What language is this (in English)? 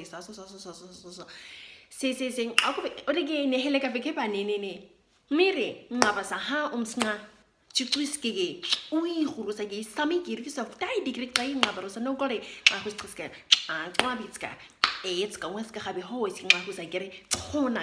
Nama